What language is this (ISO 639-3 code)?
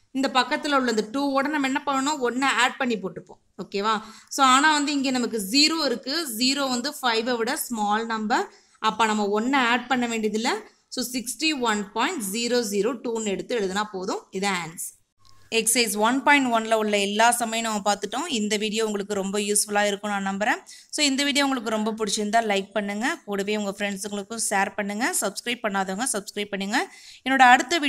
tam